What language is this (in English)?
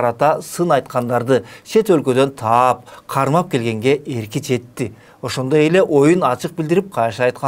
Kyrgyz